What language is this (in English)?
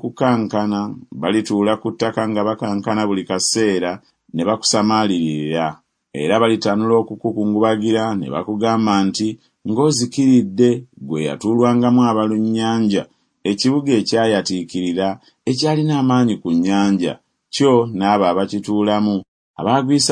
Ganda